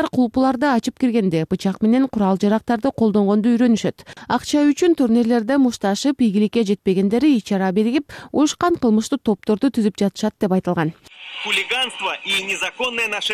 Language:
Kyrgyz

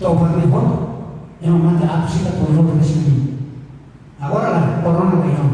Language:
Tetum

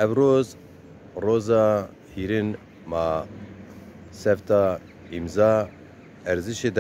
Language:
Zaza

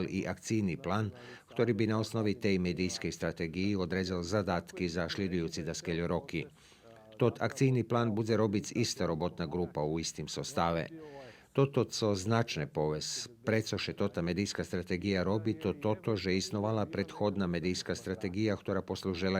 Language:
Rusyn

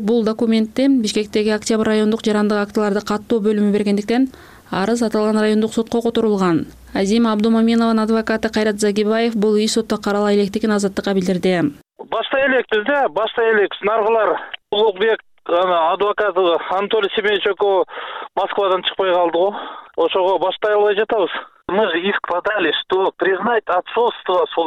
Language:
Kyrgyz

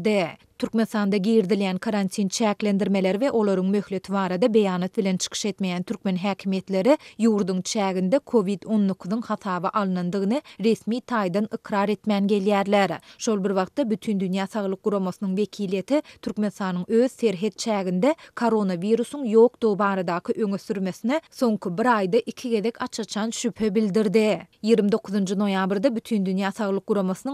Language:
Turkmen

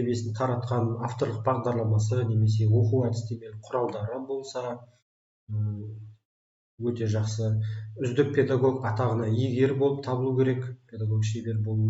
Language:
Kazakh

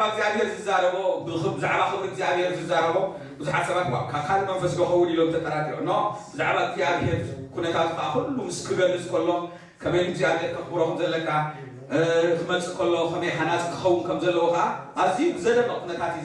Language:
Tigrinya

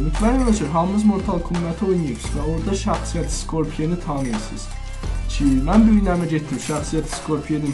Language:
South Azerbaijani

